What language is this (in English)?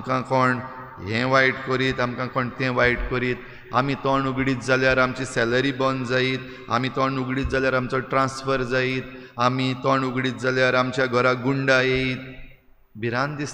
Konkani